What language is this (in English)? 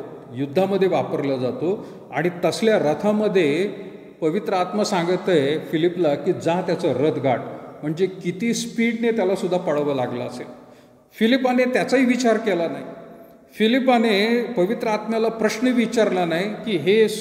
Marathi